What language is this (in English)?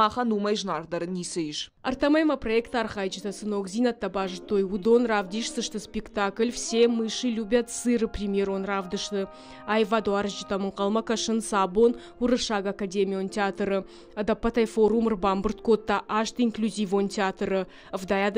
Ossetic